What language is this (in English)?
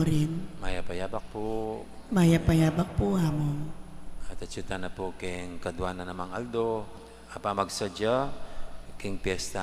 Pampanga